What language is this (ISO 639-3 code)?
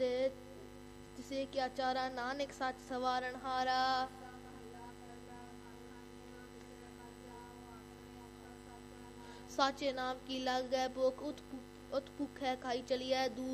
pan